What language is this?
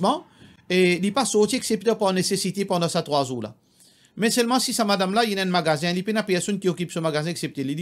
Morisyen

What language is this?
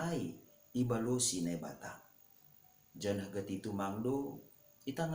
Batak Simalungun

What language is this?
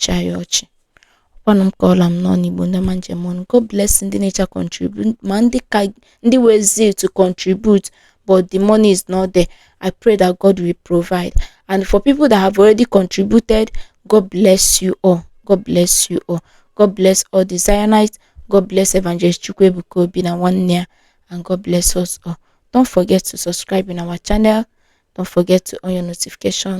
Igbo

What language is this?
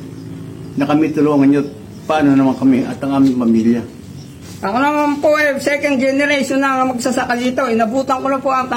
Bikol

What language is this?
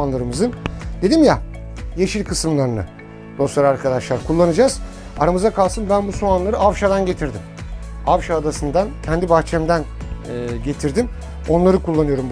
Turkish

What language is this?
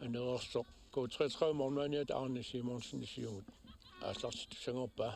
Kalaallisut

